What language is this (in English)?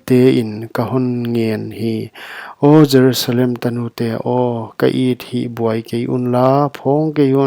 Paite Chin